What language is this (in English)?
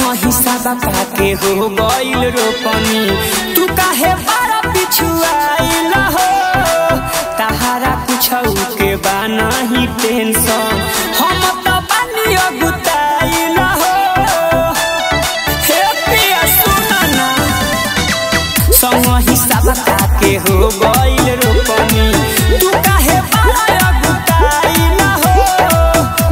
Bhojpuri